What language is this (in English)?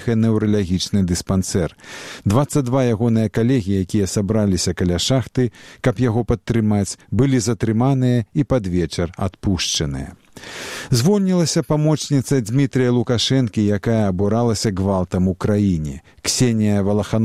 Belarusian